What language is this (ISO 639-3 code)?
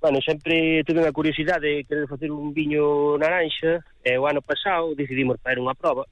glg